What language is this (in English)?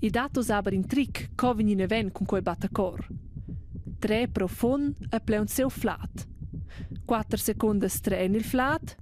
Romansh